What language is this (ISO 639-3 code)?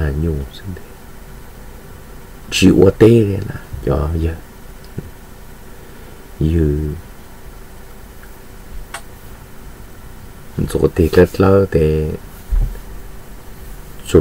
vie